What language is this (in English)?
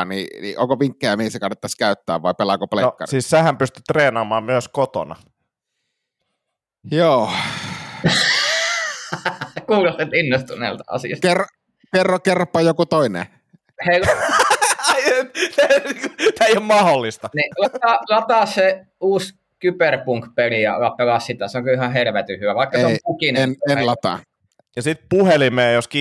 Finnish